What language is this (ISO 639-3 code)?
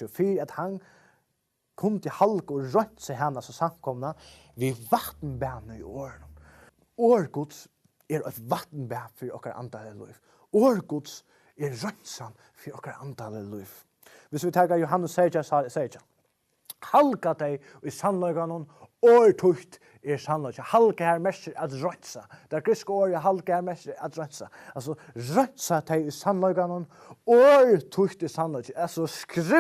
fao